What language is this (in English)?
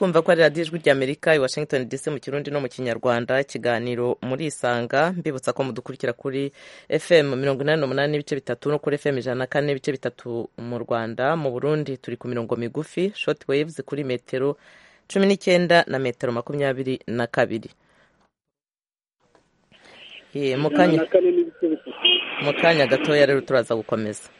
Kinyarwanda